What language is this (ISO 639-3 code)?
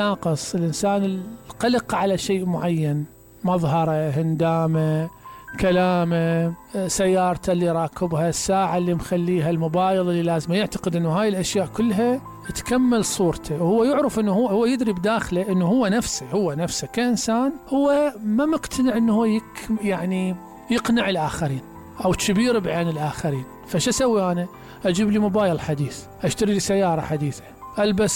acm